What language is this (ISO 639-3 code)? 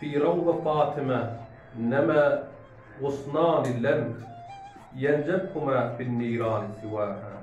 tuk